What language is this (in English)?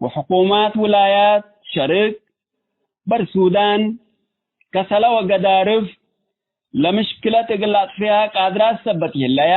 Tigre